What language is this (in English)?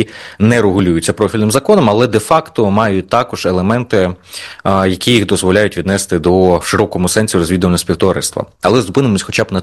Ukrainian